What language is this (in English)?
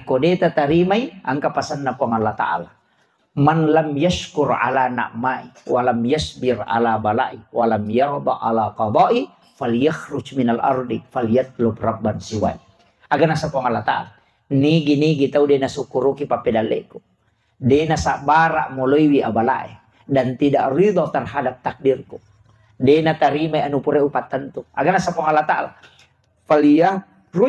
Buginese